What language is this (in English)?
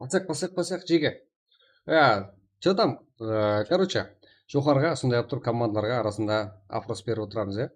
Kara-Kalpak